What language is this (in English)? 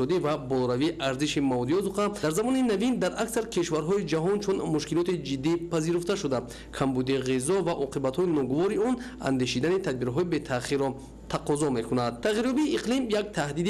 Tajik